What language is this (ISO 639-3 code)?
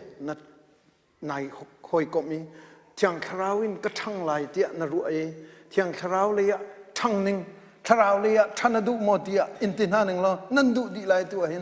cnh